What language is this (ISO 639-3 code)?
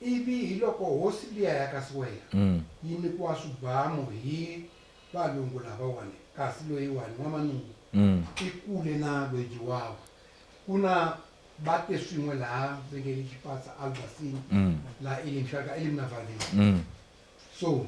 tso